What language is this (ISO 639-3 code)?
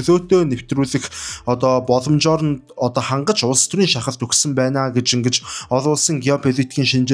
mon